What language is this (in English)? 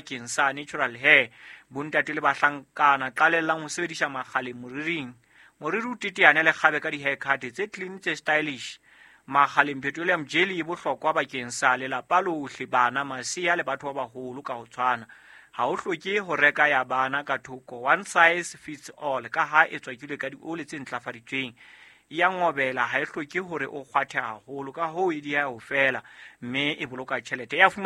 Southern Sotho